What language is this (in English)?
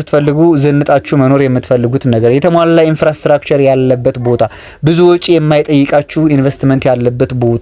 Amharic